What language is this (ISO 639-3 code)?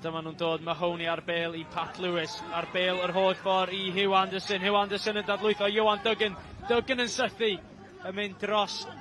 cym